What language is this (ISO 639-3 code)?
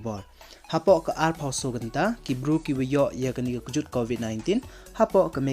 pbv